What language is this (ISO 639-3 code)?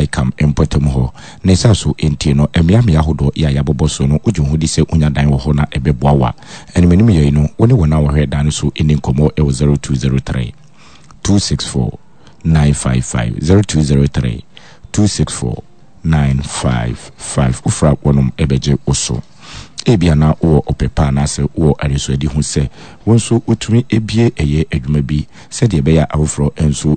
aka